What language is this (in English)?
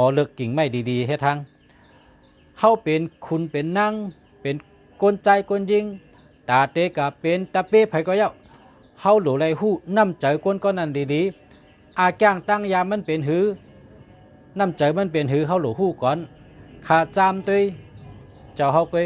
Shan